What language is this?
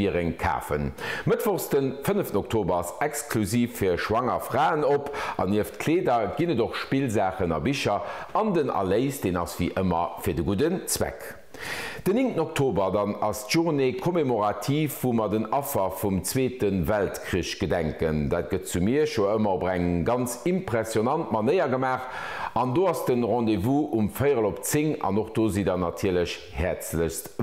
Luxembourgish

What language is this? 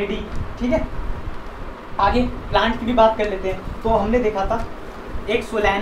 Hindi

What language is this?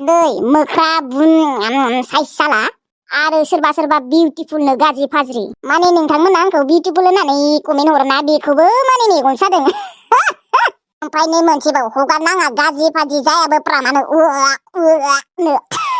Bodo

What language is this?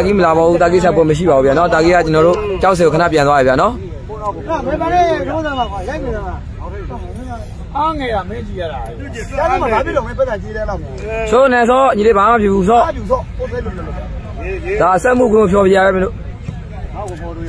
Burmese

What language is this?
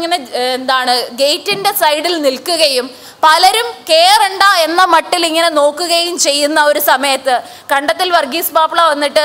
Malayalam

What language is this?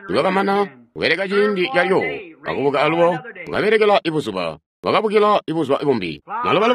Tonga (Zambia)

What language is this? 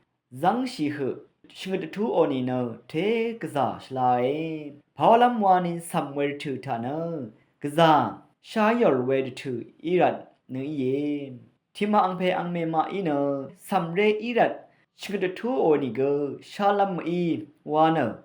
Rawang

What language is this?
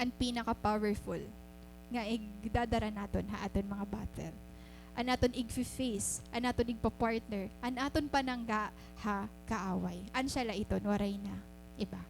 Waray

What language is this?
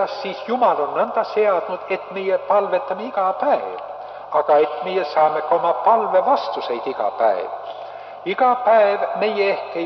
Estonian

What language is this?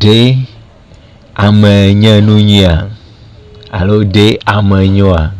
Ewe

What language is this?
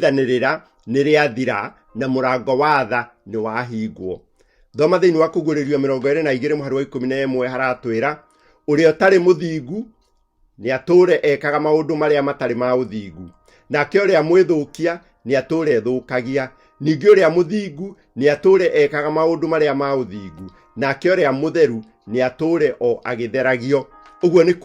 Kikuyu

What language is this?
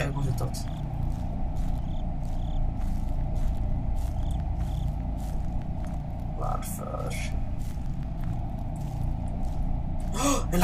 Swedish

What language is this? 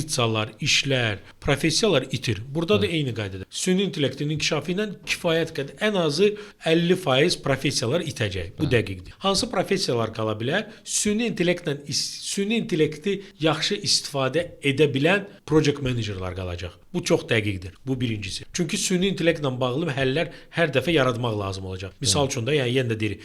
Azerbaijani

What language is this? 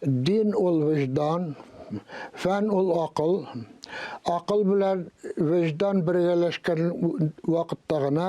Tatar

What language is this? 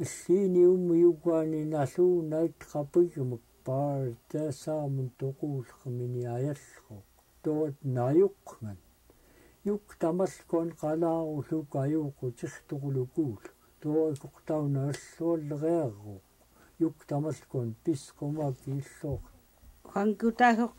Central Yupik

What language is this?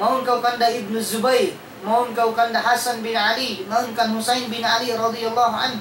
Tausug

